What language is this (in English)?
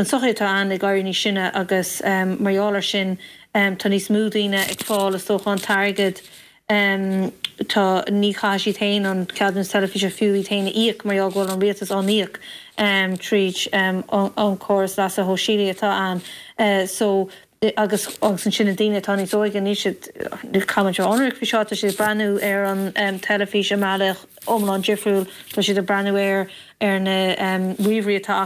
Irish